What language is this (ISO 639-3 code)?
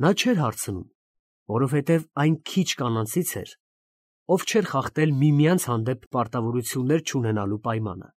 hye